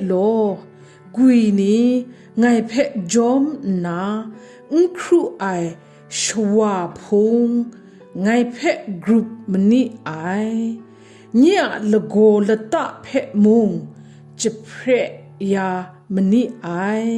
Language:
Kachin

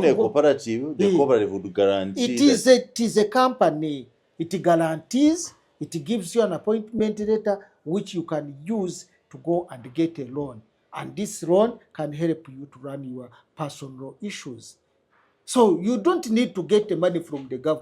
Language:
Ganda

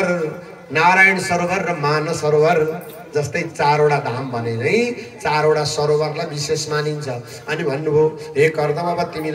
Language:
Nepali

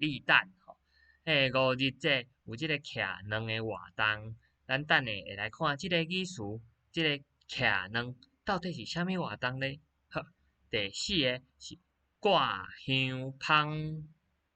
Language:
Min Nan Chinese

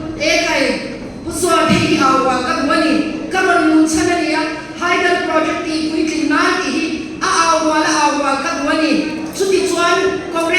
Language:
Mizo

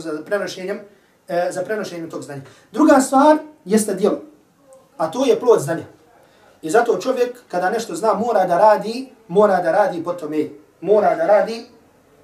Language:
Bosnian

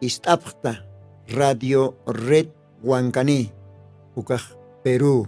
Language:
Aymara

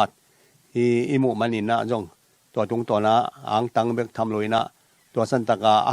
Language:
Tedim Chin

